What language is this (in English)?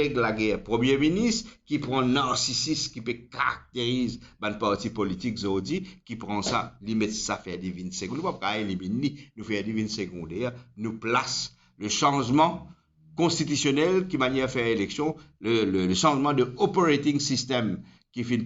Morisyen